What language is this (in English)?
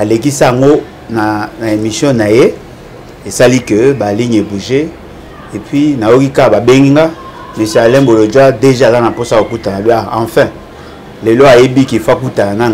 Lingala